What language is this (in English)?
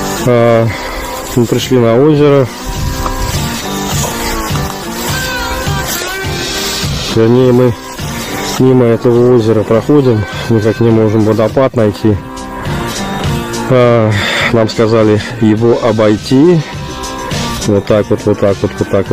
Russian